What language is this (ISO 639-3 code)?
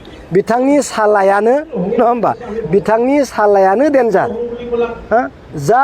brx